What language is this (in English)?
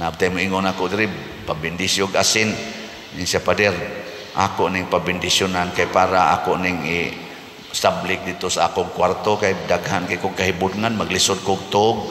Cebuano